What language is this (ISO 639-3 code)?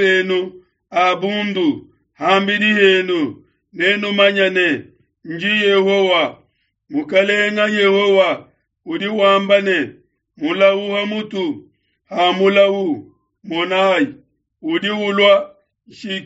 lua